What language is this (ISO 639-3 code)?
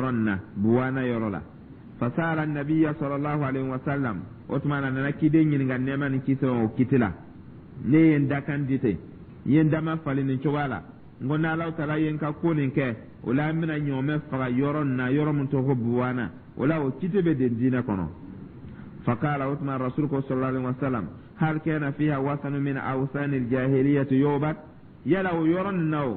dyu